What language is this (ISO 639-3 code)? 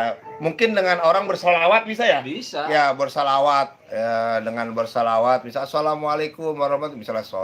bew